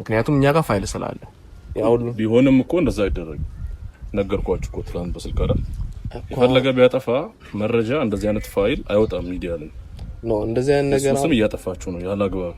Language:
Amharic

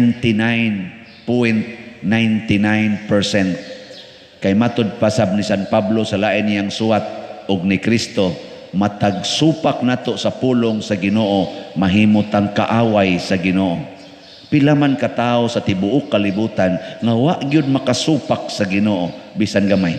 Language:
Cebuano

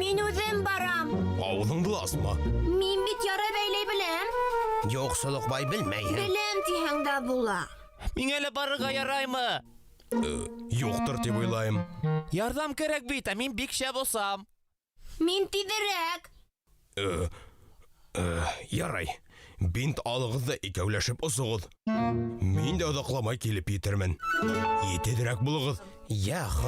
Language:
Bashkir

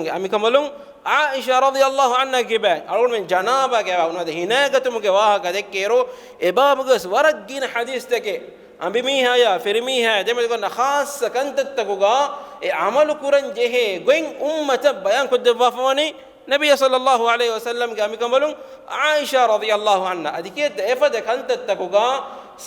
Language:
Divehi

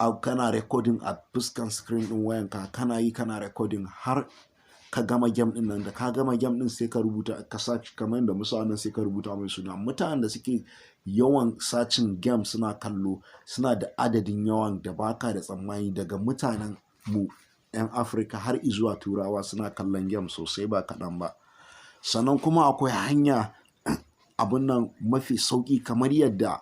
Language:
Hausa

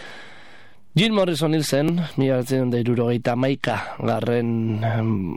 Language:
Basque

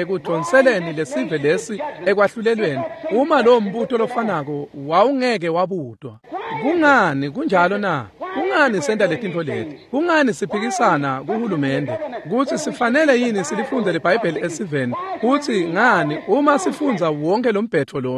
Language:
Swati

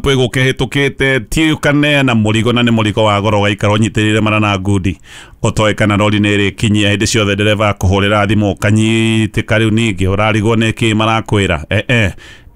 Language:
Kikuyu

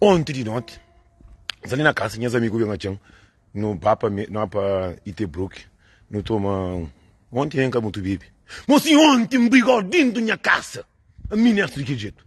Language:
Kabuverdianu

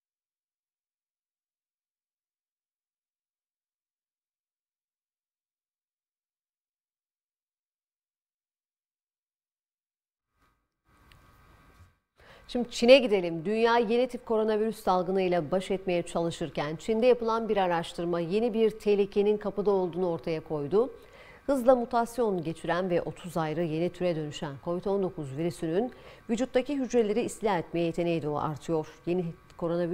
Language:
Turkish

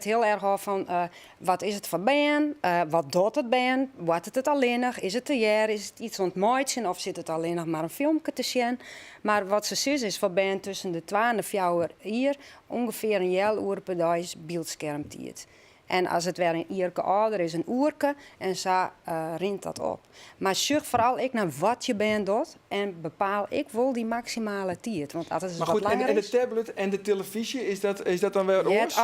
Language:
Western Frisian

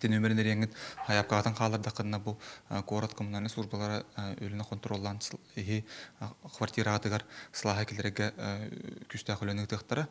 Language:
Yakut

